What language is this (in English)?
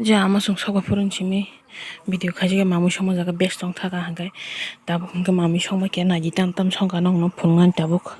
Kok Borok